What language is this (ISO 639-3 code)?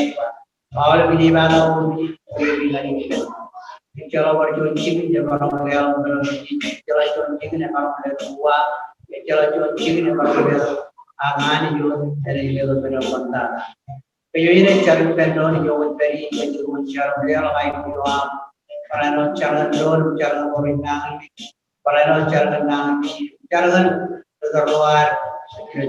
mah